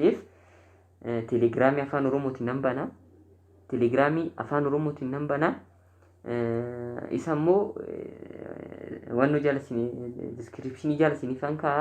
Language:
Oromo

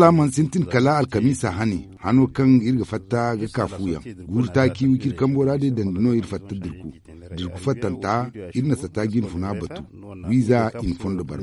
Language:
Zarma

